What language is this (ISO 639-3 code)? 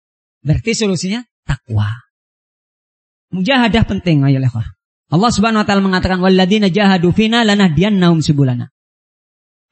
ind